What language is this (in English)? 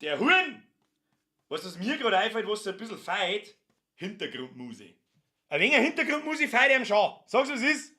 Bavarian